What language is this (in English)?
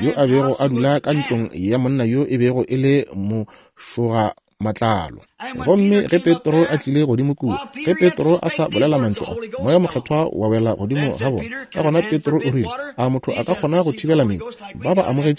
Northern Sotho